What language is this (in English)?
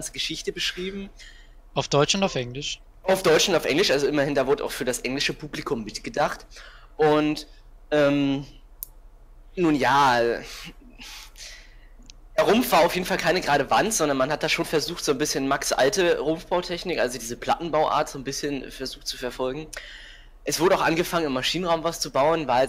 German